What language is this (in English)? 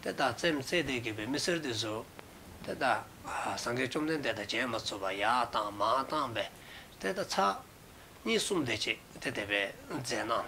Dzongkha